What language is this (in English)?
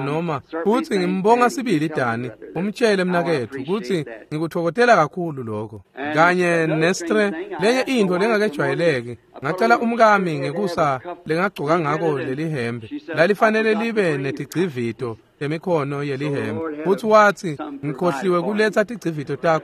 Swati